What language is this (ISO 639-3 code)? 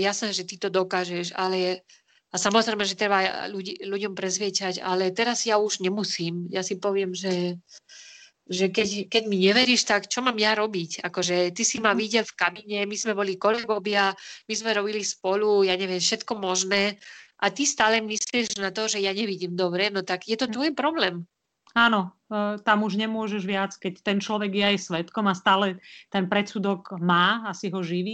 slk